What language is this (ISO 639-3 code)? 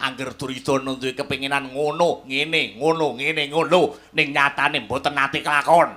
jav